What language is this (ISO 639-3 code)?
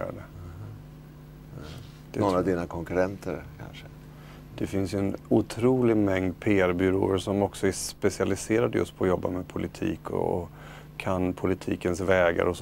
swe